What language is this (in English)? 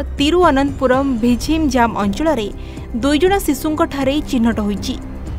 Odia